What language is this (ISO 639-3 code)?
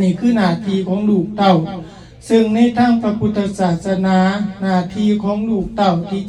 lao